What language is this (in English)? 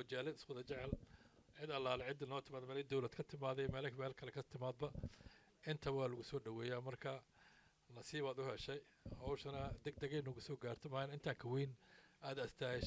Somali